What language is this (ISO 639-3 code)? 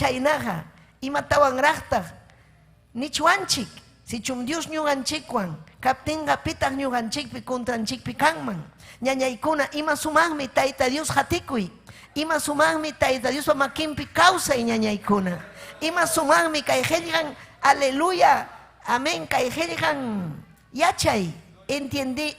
quy